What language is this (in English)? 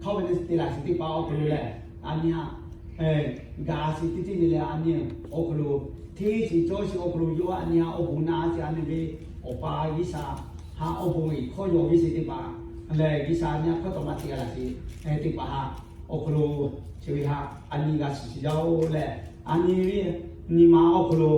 Lahu